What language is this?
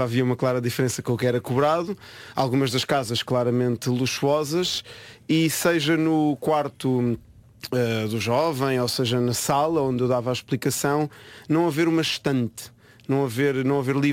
Portuguese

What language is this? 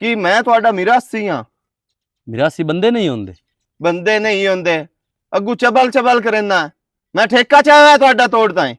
Western Panjabi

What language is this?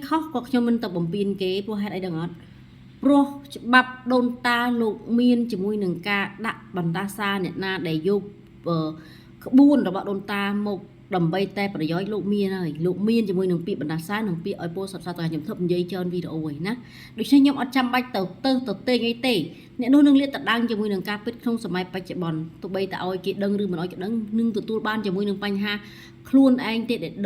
Khmer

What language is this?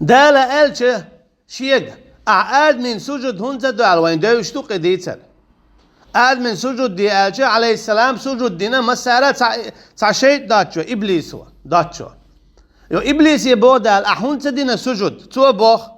Chechen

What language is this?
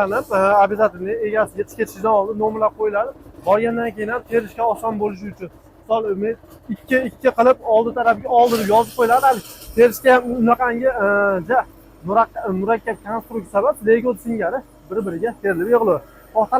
Uzbek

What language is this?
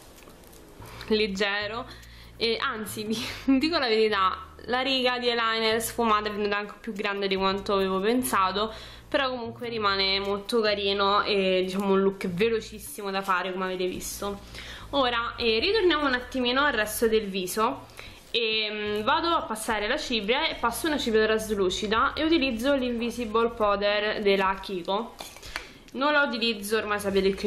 Italian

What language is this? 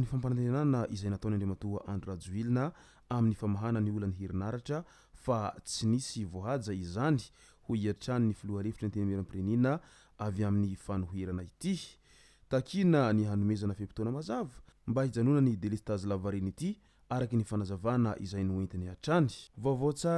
Malagasy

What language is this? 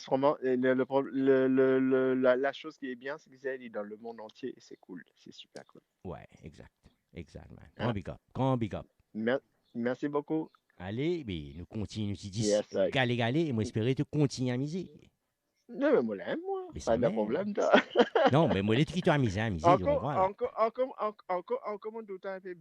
Morisyen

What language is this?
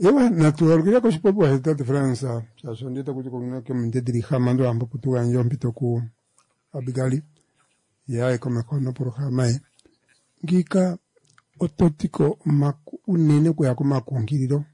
Kuanyama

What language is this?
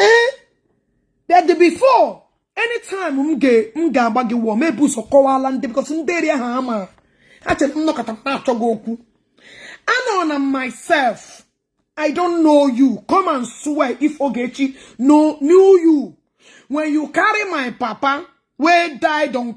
Igbo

